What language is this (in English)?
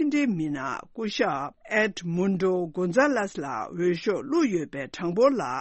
Tibetan